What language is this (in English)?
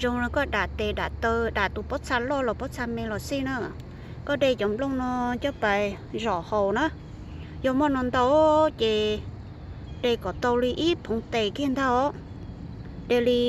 Hmong